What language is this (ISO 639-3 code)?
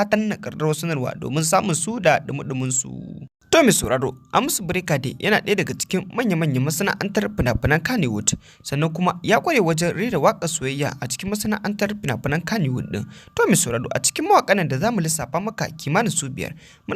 hau